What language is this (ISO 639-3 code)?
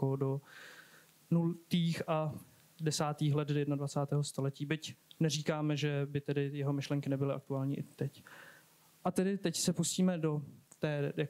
ces